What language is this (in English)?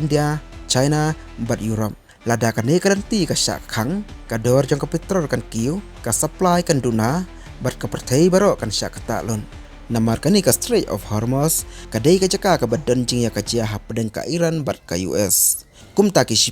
Khasi